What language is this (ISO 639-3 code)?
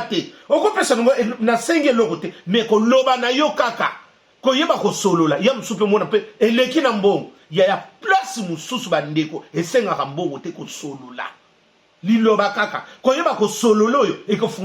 lin